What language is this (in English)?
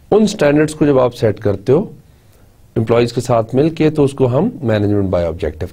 Hindi